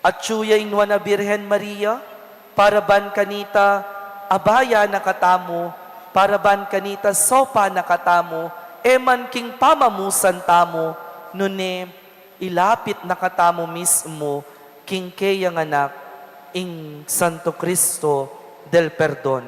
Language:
Pampanga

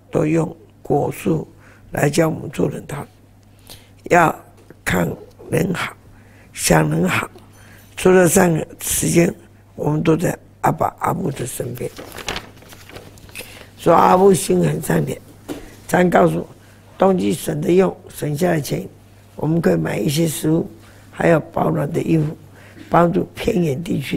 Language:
Chinese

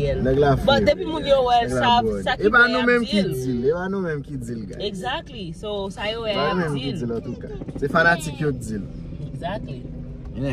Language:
Haitian Creole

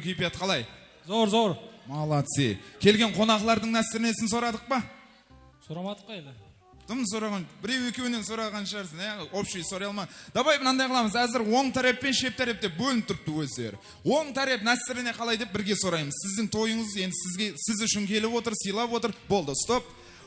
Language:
Kara-Kalpak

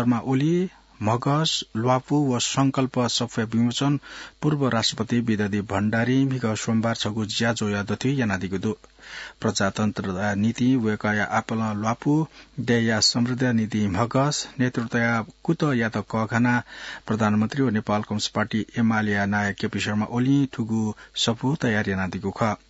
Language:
Newari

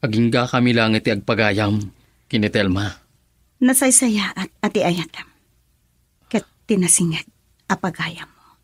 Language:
Iloko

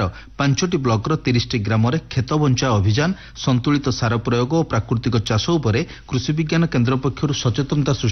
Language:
Odia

